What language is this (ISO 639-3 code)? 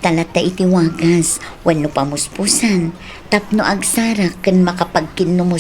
ilo